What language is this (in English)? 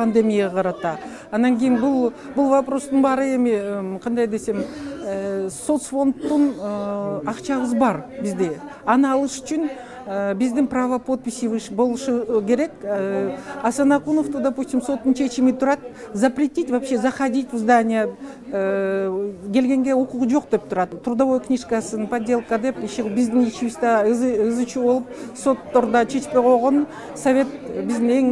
Kyrgyz